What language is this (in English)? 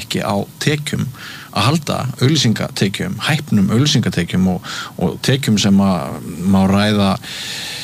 Icelandic